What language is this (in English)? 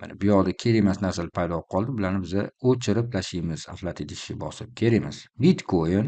Uzbek